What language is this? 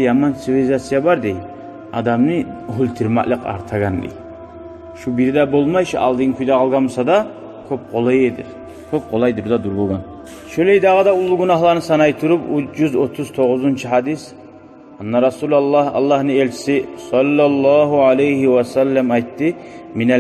Kumyk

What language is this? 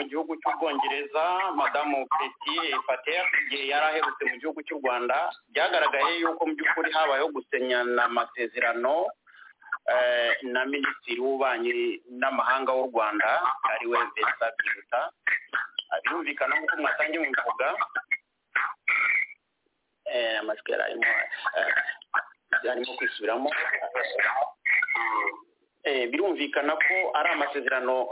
Kinyarwanda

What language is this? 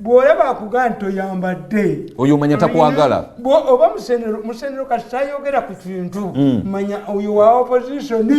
Ganda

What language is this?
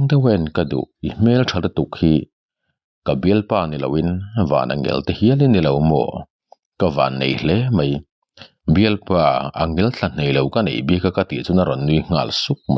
Mizo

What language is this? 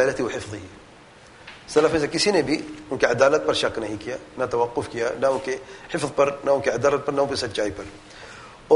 Urdu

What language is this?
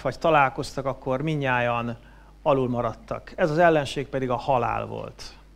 Hungarian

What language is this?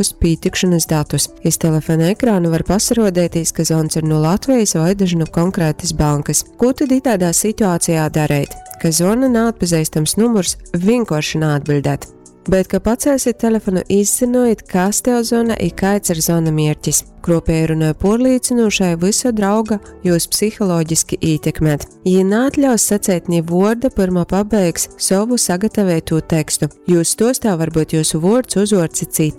Latgalian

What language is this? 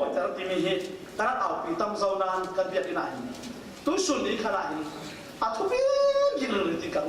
Falam Chin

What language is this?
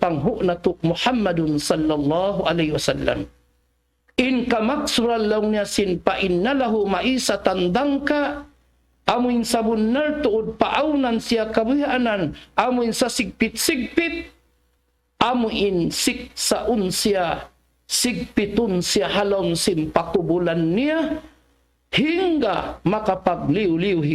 Tausug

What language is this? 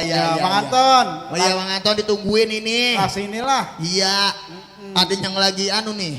Betawi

